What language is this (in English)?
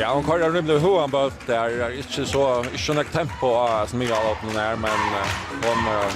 Faroese